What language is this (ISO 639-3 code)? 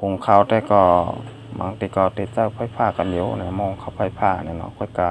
shn